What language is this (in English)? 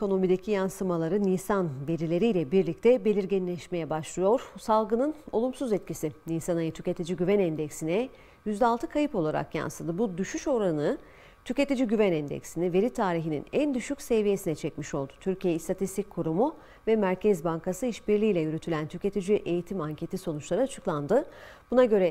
Turkish